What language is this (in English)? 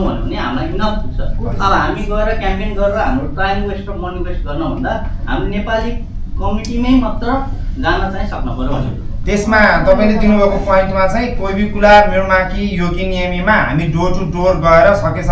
Nepali